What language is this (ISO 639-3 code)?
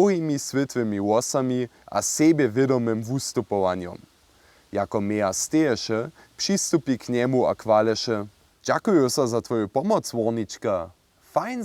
hsb